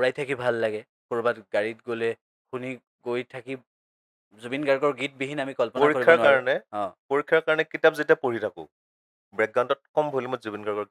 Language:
Assamese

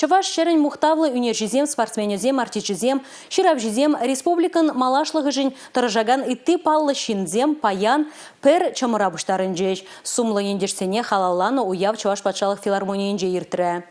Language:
Chuvash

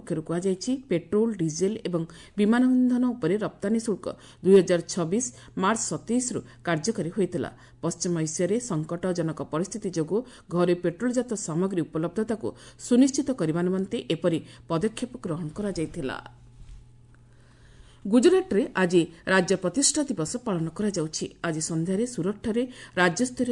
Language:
Odia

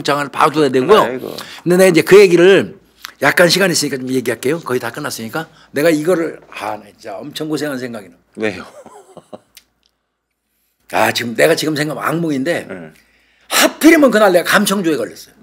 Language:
Korean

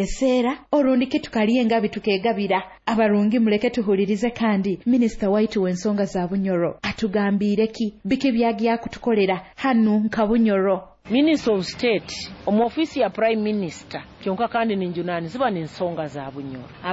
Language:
Nyoro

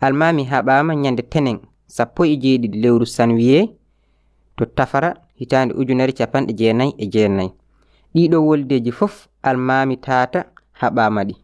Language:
Fula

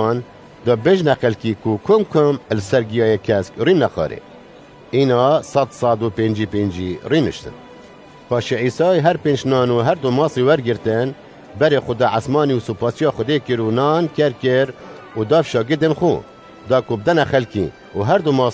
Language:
Kurdish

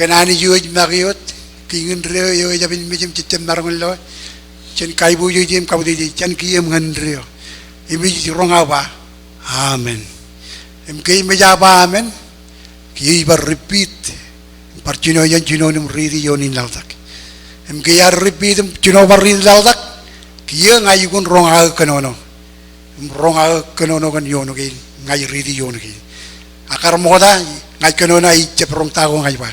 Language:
Marshallese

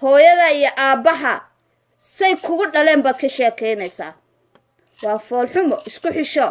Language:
Somali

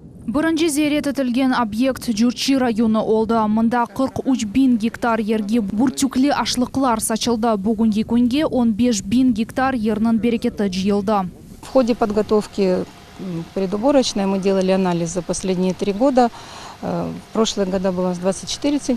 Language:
Crimean Tatar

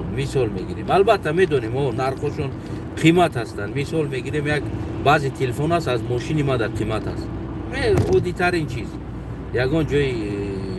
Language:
Tajik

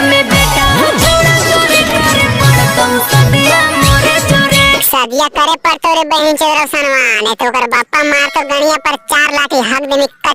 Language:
Magahi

